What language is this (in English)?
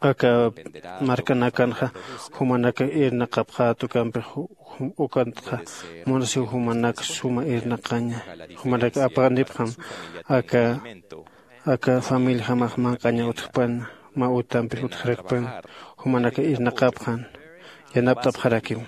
Aymara